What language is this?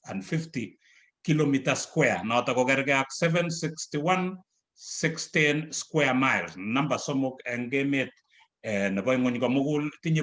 Kalenjin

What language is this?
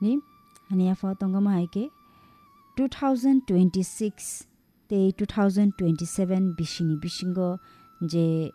Kok Borok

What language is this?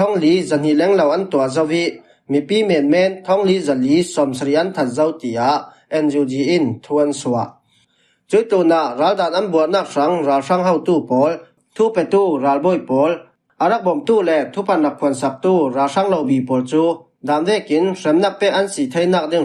Falam Chin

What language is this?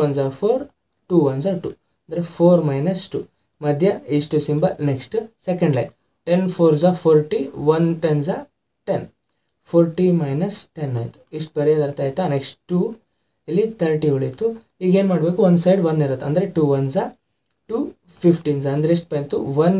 Kannada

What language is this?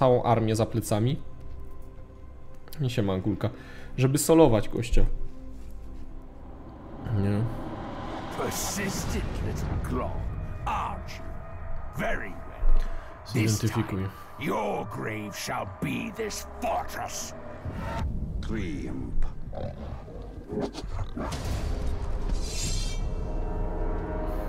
Polish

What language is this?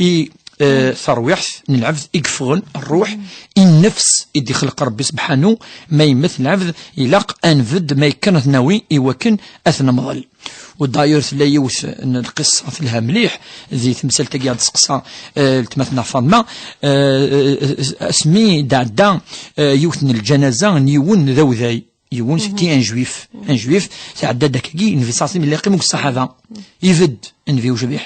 Kabyle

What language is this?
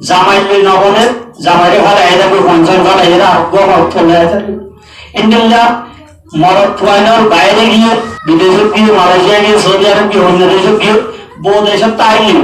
Rohingya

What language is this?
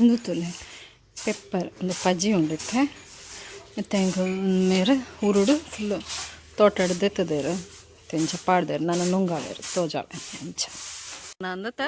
Tulu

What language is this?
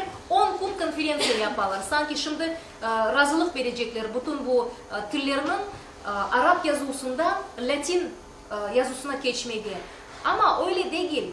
Crimean Tatar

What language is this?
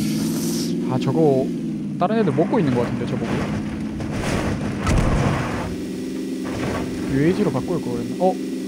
Korean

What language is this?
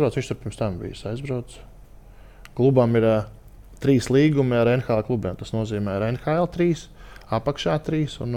Latvian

